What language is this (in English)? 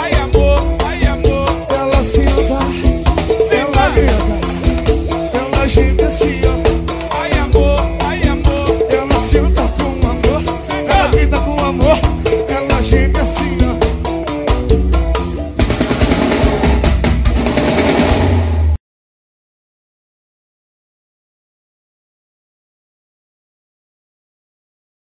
Portuguese